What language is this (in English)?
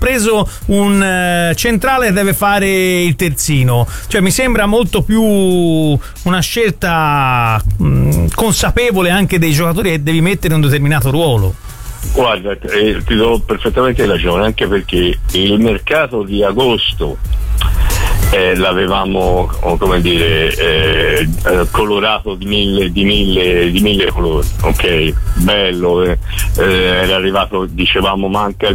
Italian